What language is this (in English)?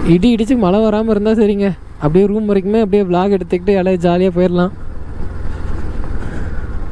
Tamil